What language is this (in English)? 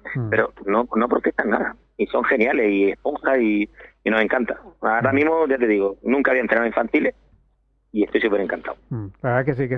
Spanish